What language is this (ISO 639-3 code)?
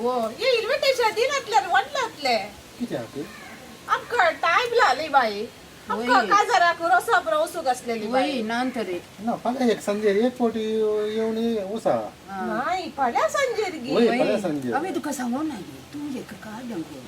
kok